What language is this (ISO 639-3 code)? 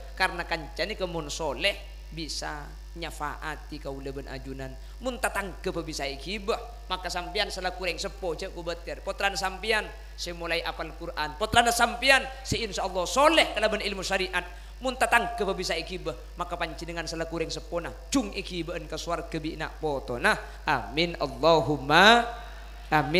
mad